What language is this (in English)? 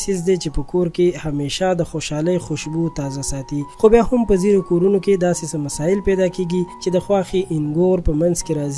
Pashto